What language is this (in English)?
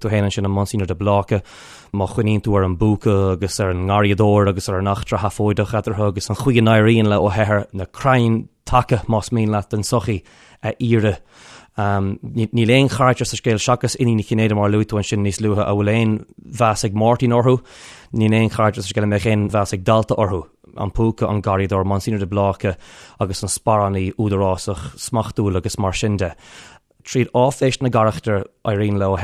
Irish